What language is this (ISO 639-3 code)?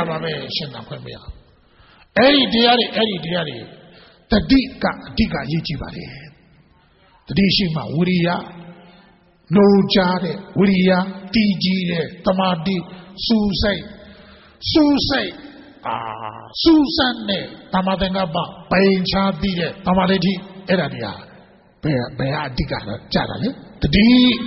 mya